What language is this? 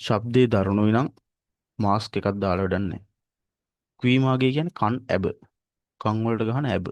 Sinhala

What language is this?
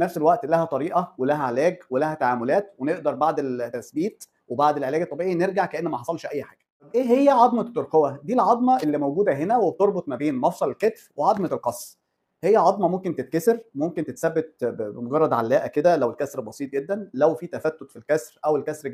Egyptian Arabic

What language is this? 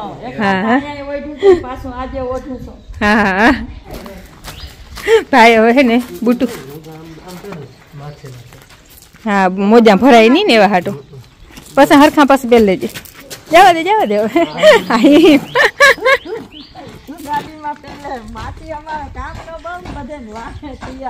Gujarati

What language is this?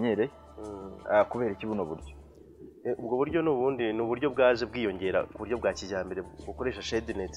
Kinyarwanda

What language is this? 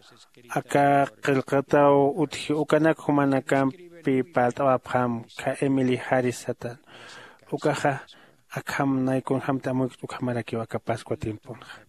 Aymara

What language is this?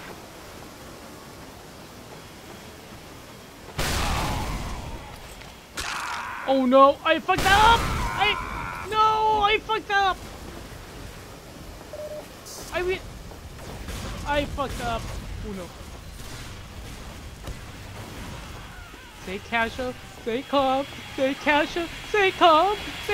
English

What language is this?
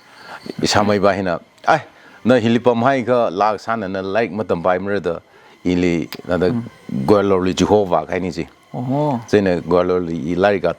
Tangkhul Naga (India)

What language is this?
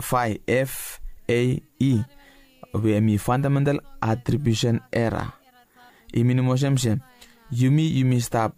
Bislama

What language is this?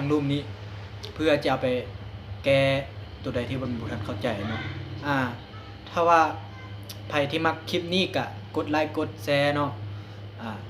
Lao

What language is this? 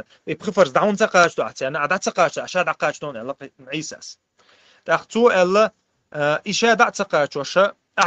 Chechen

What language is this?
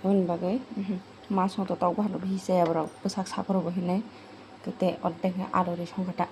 Kok Borok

